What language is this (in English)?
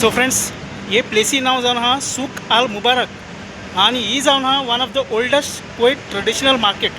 Konkani